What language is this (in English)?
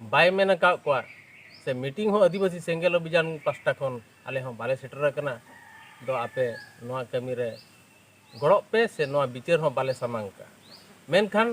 Santali